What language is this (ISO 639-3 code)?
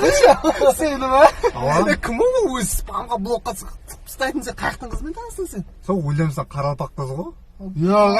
kaa